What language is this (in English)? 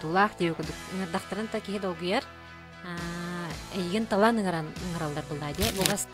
Yakut